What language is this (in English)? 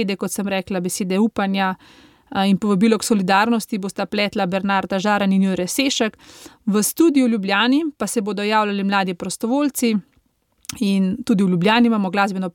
Slovenian